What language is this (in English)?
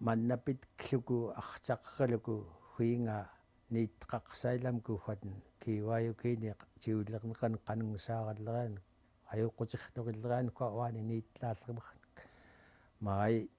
Central Yupik